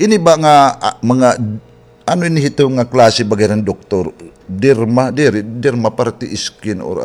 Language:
Waray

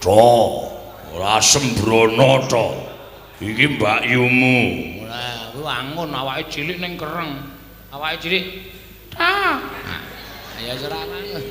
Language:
Javanese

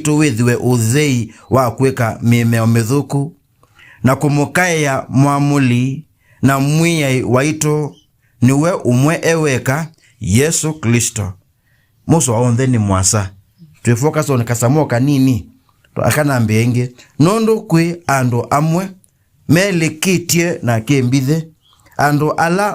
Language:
Kamba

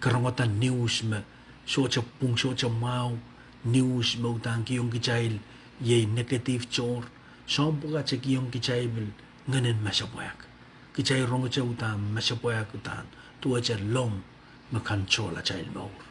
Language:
Pohnpeian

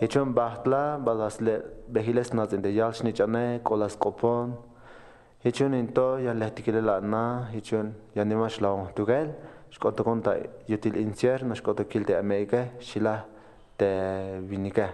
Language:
Tzeltal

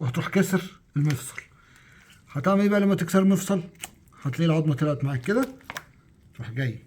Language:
Egyptian Arabic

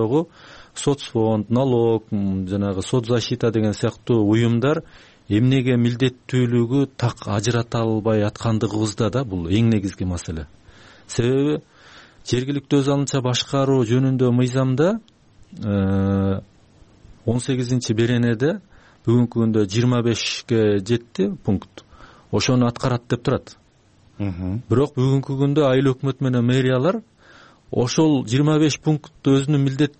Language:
Kyrgyz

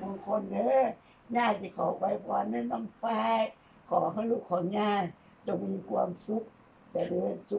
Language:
Lao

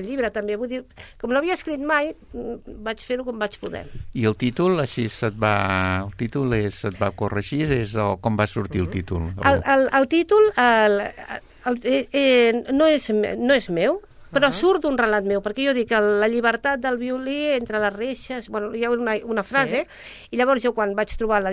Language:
Catalan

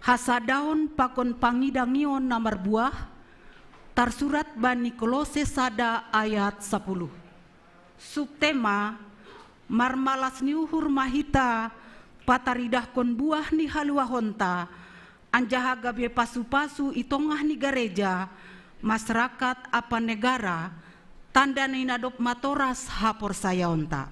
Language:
Batak Simalungun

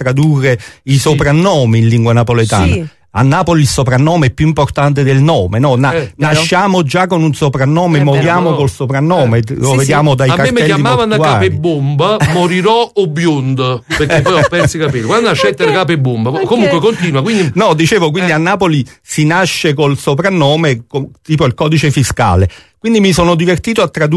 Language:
Italian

